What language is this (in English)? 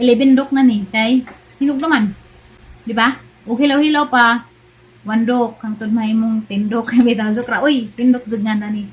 Cebuano